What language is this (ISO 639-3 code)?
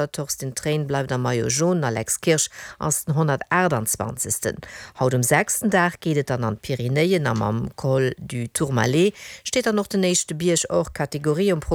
ltz